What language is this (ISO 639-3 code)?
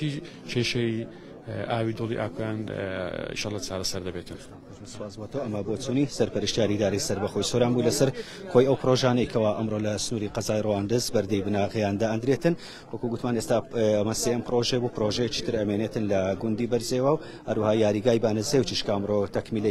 ckb